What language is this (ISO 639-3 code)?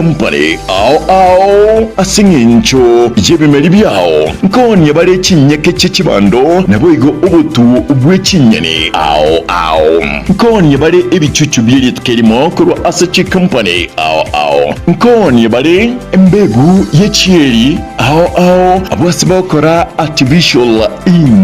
guz